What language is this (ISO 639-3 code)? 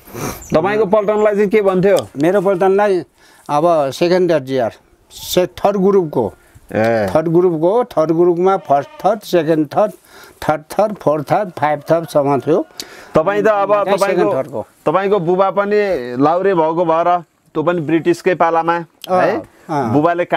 nep